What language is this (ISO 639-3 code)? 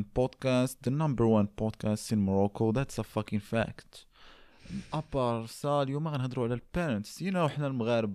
ary